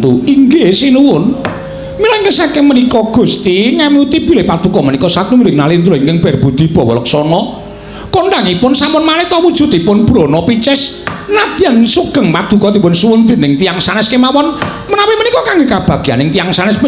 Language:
Javanese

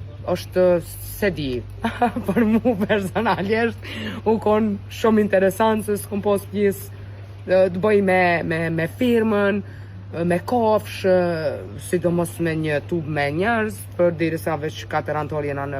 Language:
Albanian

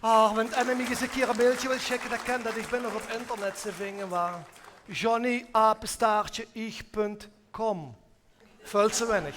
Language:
Limburgish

